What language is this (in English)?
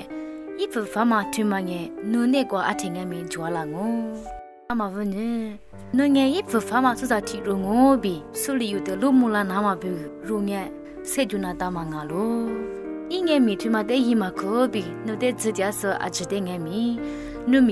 Lisu